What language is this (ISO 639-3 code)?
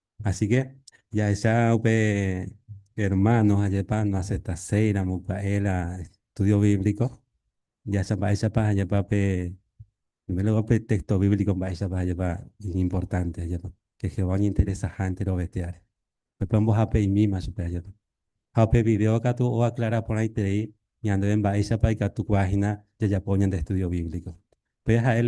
grn